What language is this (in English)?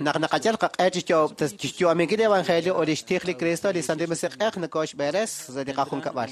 Kekchí